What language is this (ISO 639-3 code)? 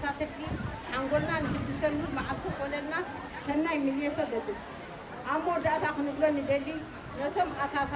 tir